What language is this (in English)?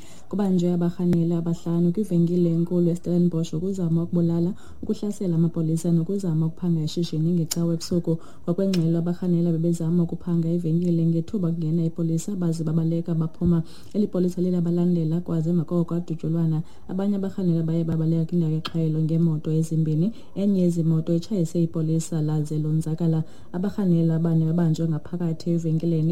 Xhosa